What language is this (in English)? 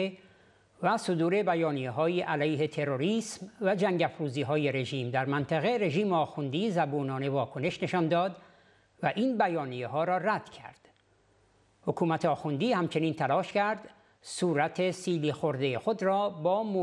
Persian